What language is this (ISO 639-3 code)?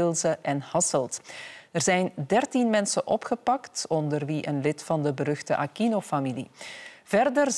nld